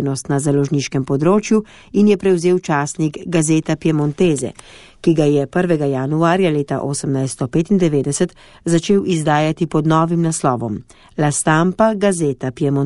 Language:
Slovenian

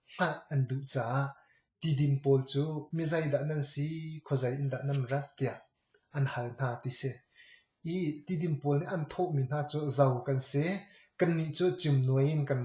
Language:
Hakha Chin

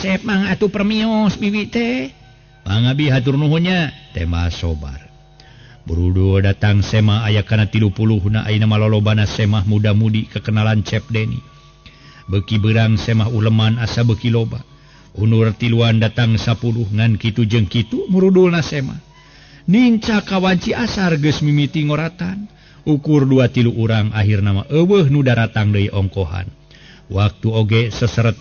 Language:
Sundanese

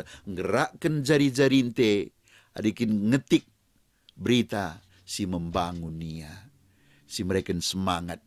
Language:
Batak Karo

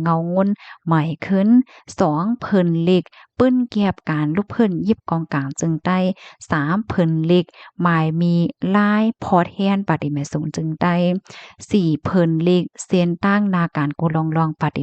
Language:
Shan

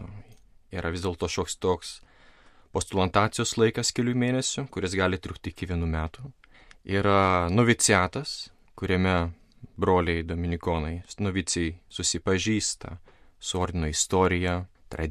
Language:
Lithuanian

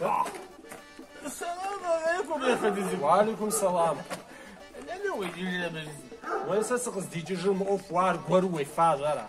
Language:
Kabardian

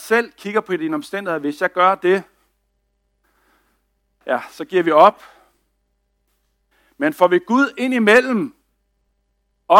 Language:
Danish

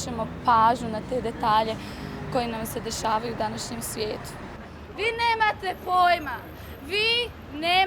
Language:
Bosnian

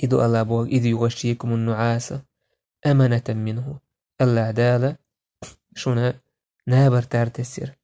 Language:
Chechen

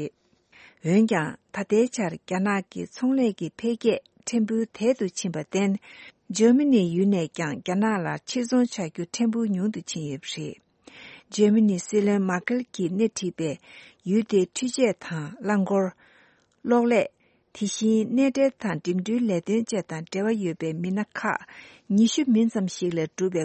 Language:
Tibetan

